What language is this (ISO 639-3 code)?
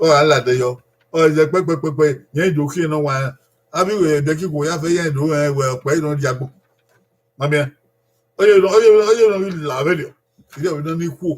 bin